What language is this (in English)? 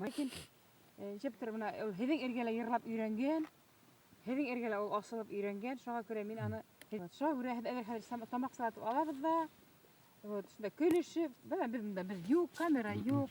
Bashkir